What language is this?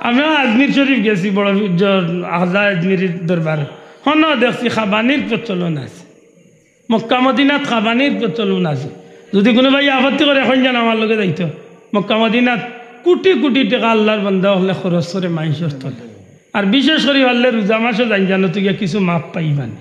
Sylheti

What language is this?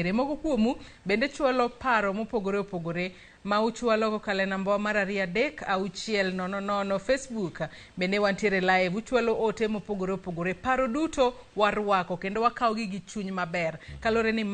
Luo (Kenya and Tanzania)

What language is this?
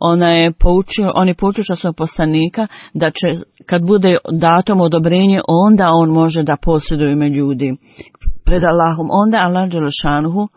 Bosnian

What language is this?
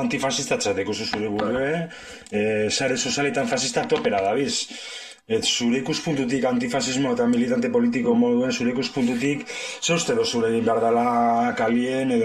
Basque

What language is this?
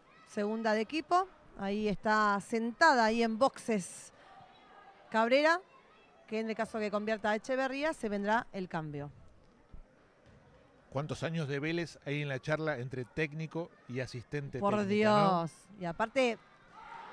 Spanish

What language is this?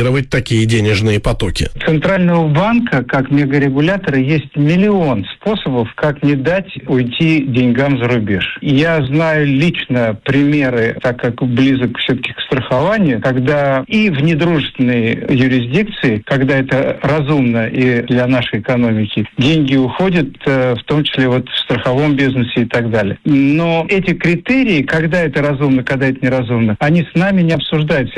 Russian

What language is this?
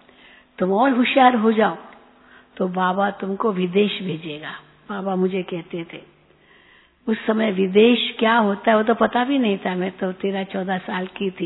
Hindi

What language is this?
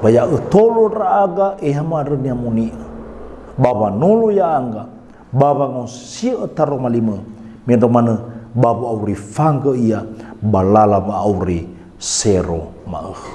Nias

